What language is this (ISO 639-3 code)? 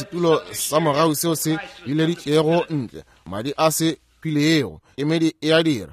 nso